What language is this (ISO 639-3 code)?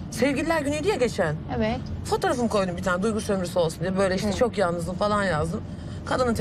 tur